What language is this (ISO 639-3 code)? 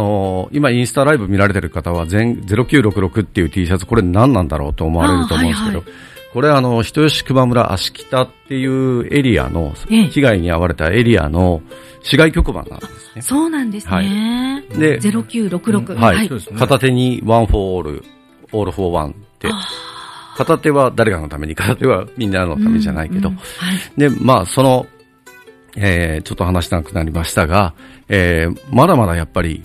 jpn